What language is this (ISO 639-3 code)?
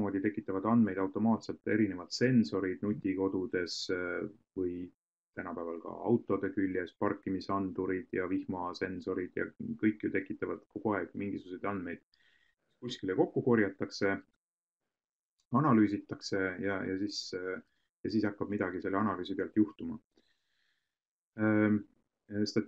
est